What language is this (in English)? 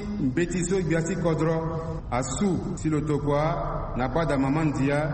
Sango